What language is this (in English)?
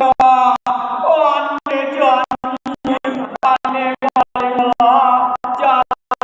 Balinese